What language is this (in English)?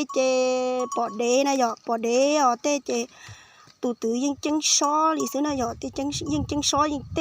Hmong